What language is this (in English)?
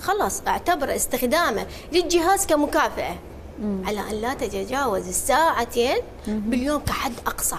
Mesopotamian Arabic